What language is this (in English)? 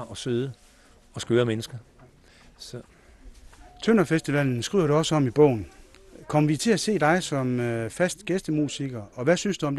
Danish